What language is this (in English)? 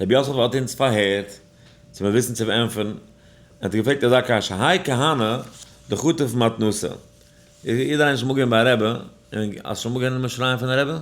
Yiddish